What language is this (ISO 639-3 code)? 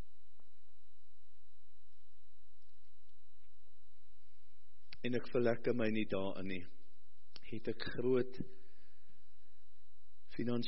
afr